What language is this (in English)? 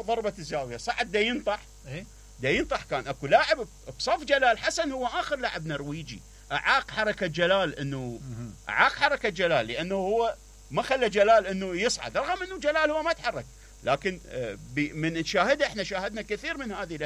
Mesopotamian Arabic